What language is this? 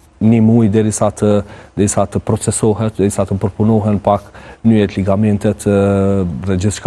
Albanian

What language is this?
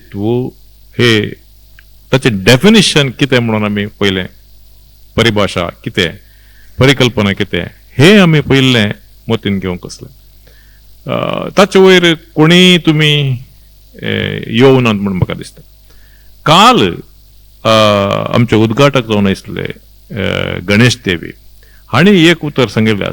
Konkani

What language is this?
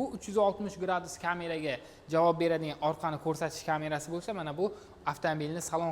Uzbek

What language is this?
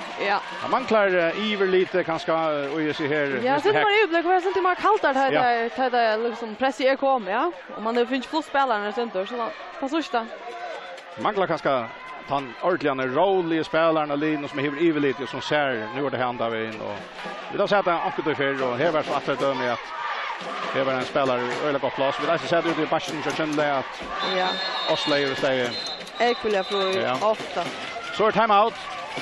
Faroese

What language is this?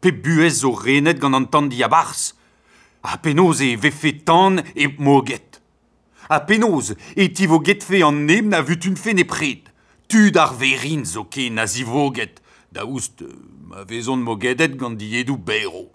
Breton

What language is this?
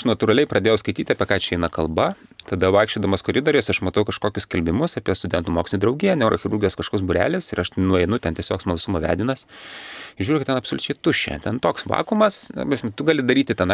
Lithuanian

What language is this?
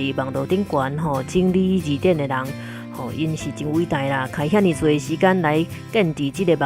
Min Nan Chinese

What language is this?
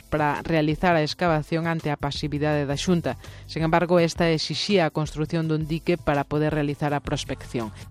Galician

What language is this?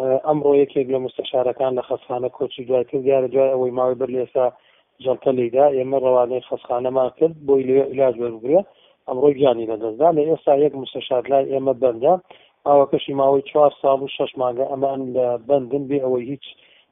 Central Kurdish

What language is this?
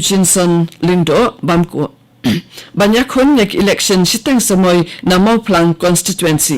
Khasi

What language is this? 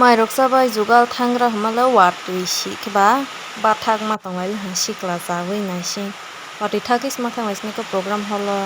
Kok Borok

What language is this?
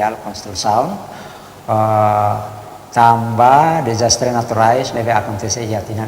Tetum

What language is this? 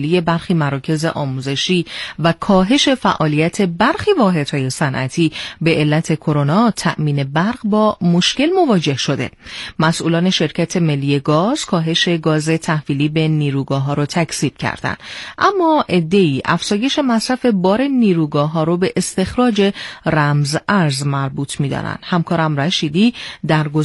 Persian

